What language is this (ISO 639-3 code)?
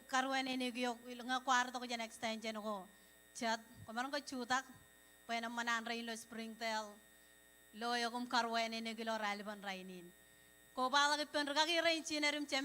mah